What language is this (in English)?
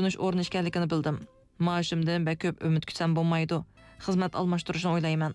Uyghur